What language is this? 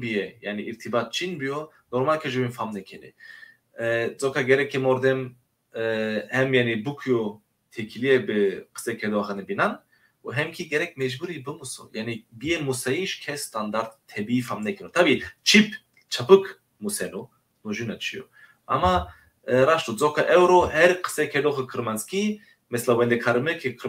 Zaza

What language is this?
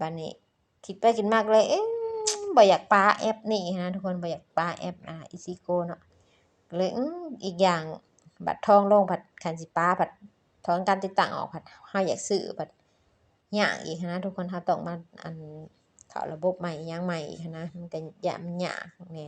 Lao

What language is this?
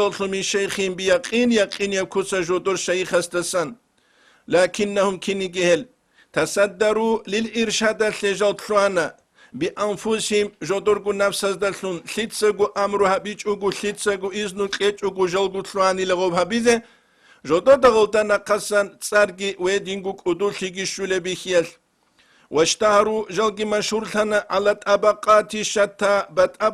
Avaric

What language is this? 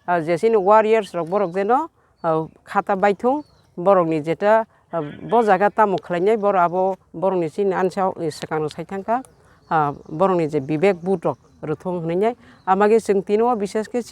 Kok Borok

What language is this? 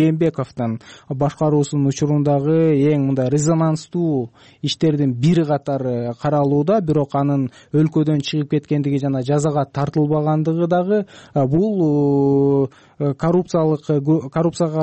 Kyrgyz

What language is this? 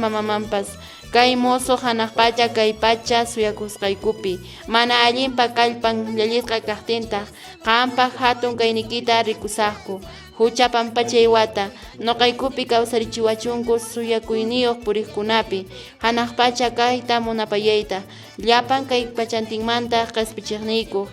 Quechua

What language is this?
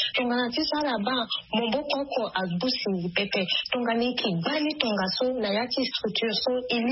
Sango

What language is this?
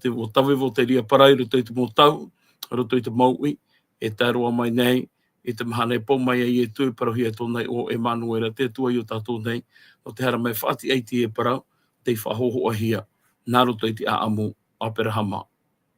Tahitian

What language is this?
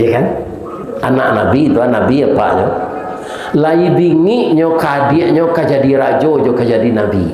Minangkabau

